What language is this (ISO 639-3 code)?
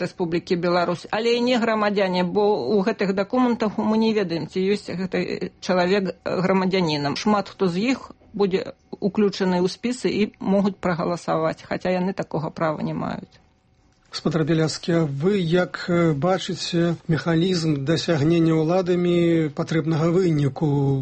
bel